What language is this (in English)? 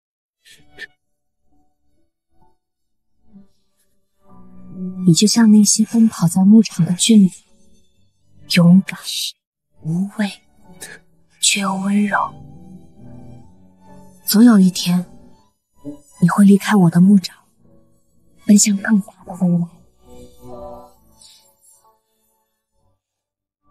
Chinese